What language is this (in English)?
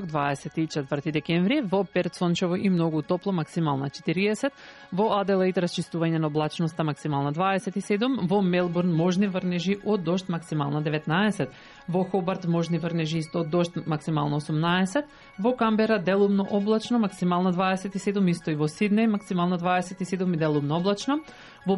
Macedonian